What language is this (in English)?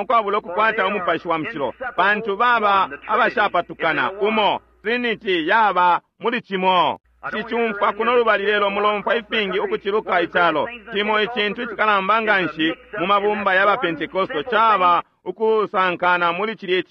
Bemba